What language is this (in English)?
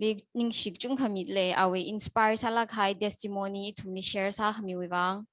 Tangkhul Naga (India)